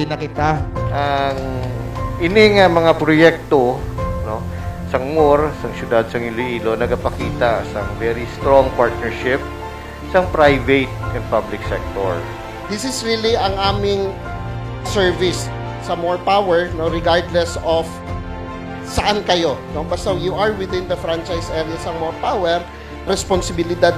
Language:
Hiligaynon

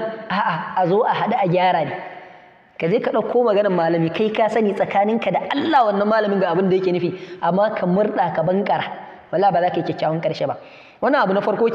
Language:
Hausa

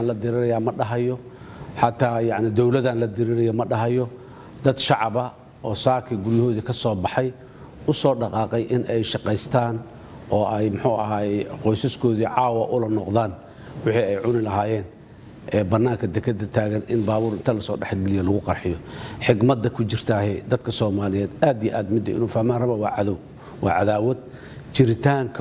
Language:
Somali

